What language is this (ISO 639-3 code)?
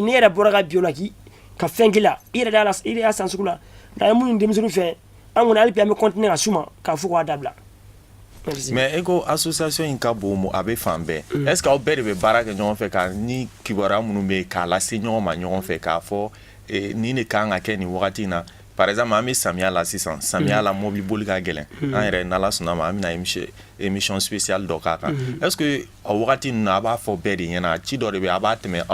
bam